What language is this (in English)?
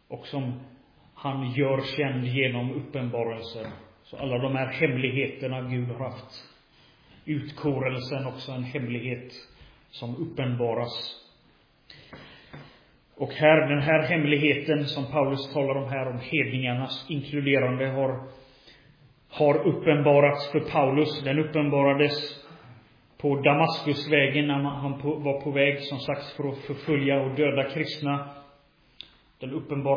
Swedish